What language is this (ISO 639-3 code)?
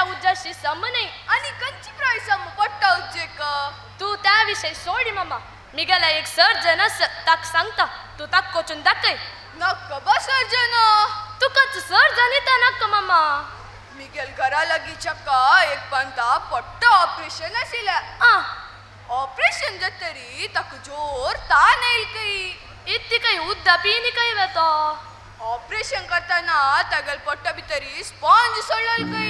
kok